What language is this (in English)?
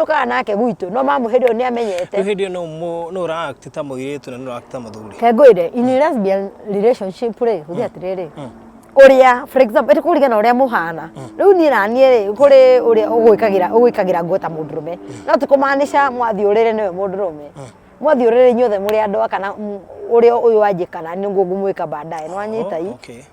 Kikuyu